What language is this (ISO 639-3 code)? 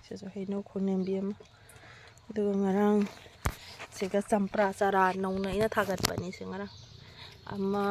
mni